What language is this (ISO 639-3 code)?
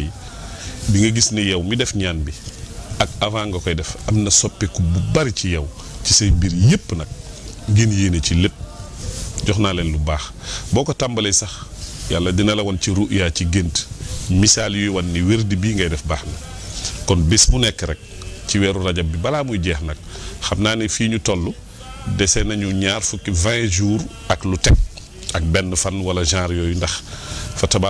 wol